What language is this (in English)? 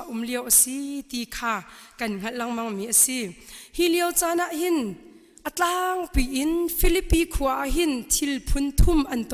Hakha Chin